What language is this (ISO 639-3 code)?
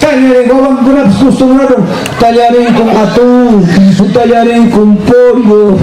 quy